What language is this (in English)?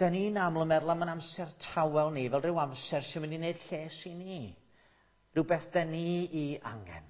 Welsh